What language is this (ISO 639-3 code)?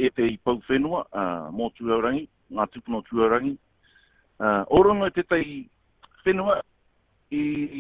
mri